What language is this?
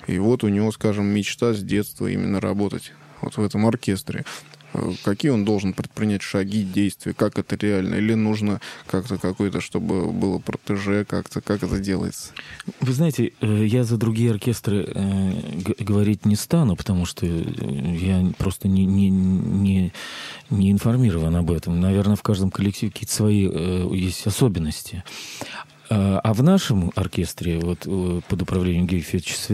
Russian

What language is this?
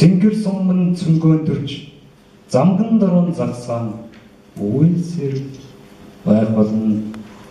Mongolian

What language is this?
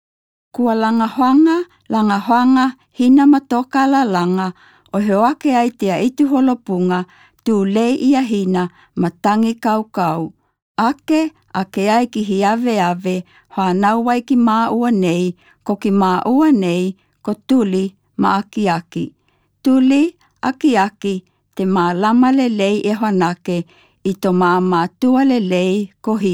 Malagasy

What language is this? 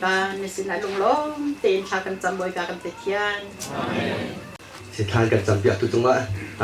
Hakha Chin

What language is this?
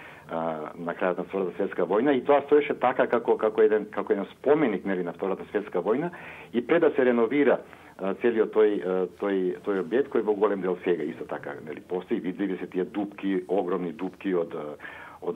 Macedonian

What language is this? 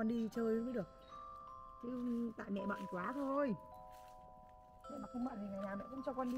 Vietnamese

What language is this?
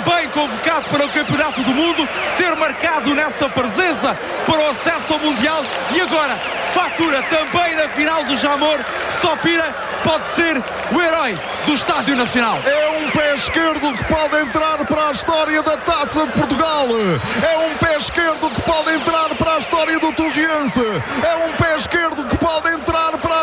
Portuguese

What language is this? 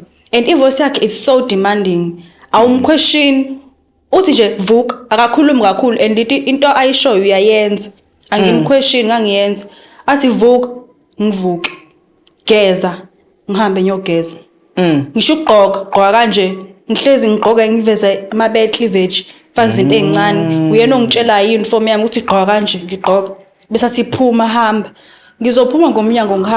Zulu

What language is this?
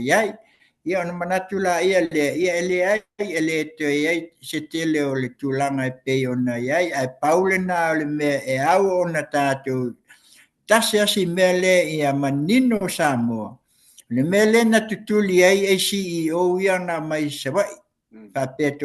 Samoan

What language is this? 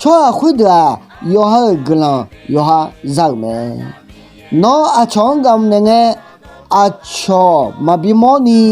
Akha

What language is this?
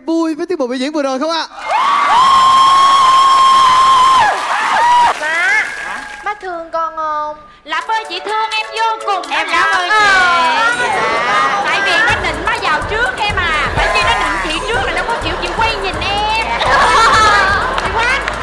Vietnamese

